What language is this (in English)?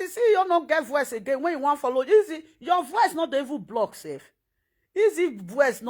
Nigerian Pidgin